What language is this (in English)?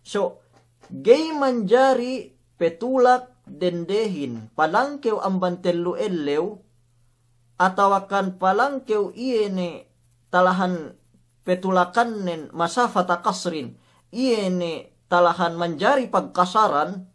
Yakan